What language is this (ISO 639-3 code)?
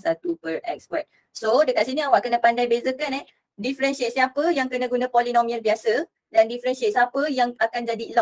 msa